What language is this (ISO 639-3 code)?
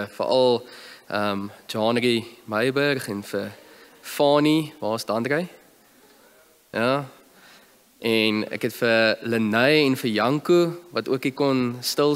afr